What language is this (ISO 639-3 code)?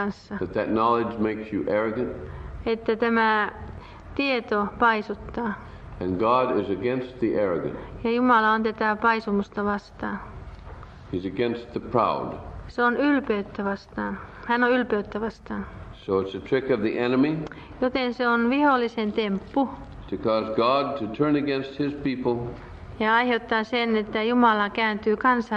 fin